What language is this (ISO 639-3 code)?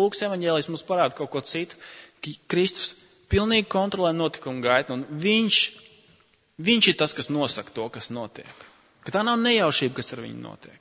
lav